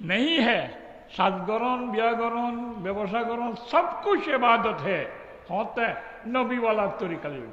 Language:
Rohingya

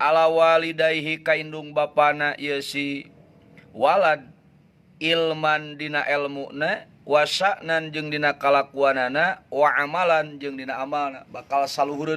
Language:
Sundanese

